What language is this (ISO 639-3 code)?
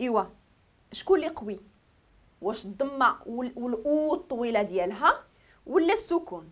ary